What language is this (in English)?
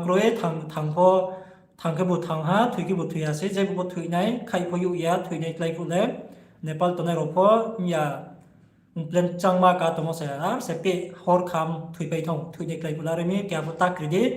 Riang (India)